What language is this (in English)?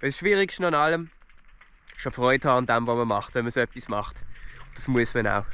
Swiss German